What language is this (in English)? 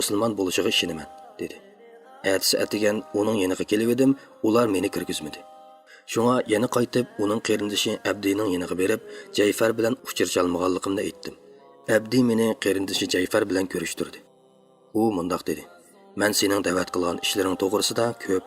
Uyghur